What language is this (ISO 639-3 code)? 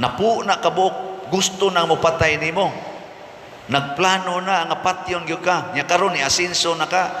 ceb